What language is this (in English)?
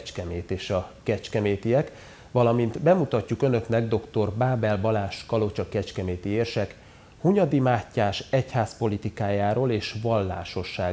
Hungarian